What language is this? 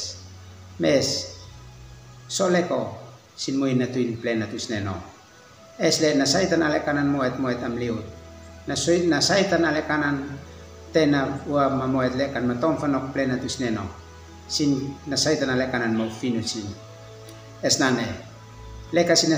Uab Meto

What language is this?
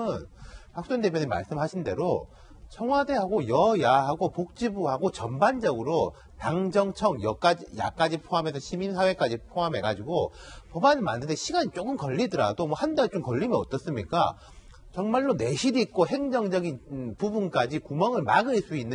Korean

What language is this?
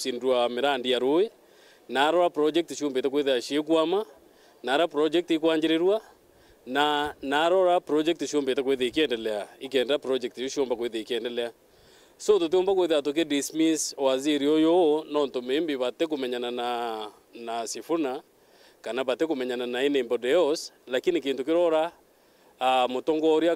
Meru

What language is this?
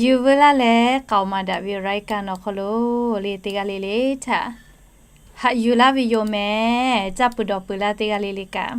Lahu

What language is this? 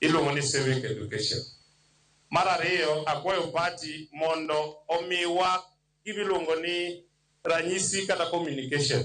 Luo (Kenya and Tanzania)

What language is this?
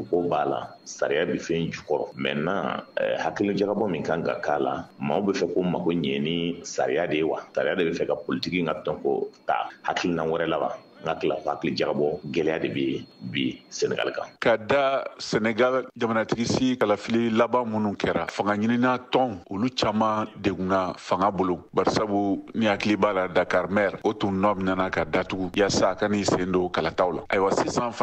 Bambara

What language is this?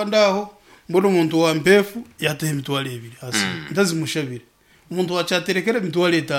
Nyankole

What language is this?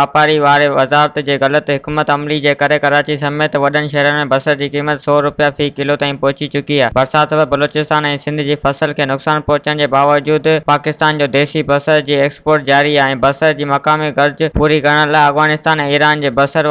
Sindhi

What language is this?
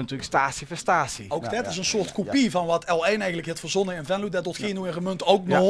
Limburgish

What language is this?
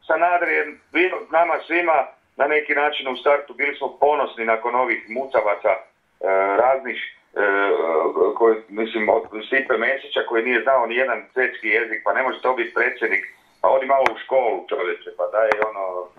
Croatian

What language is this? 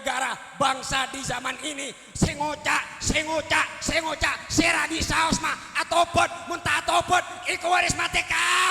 Madurese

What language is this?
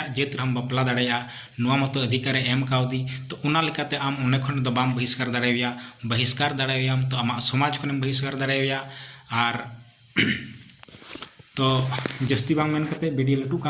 Santali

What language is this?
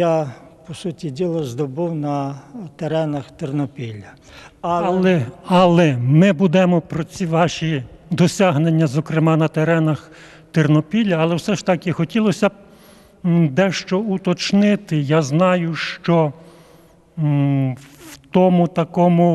Ukrainian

